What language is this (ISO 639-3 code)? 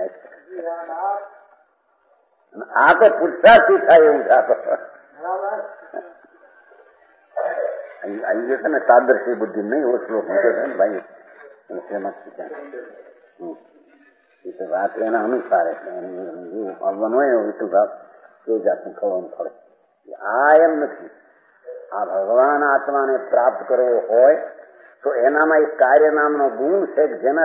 guj